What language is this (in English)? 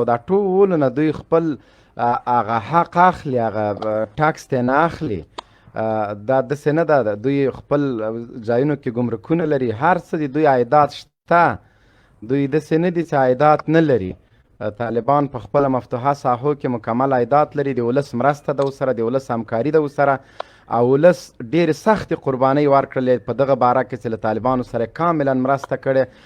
Pashto